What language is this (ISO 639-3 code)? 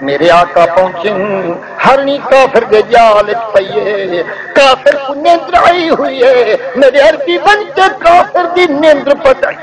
skr